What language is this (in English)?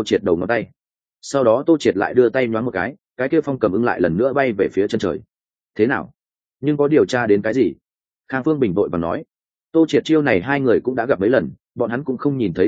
Vietnamese